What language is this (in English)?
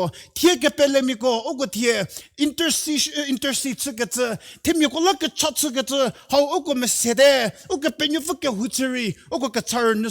Angami Naga